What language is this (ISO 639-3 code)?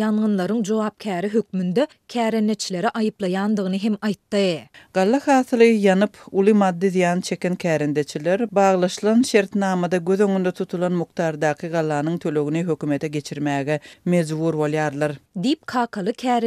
tuk